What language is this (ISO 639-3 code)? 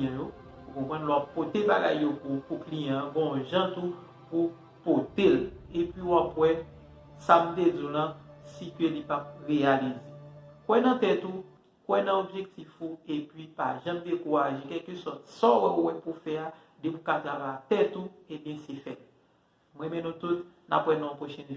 hat